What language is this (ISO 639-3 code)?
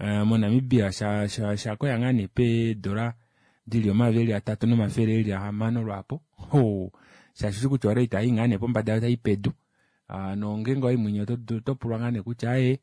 kua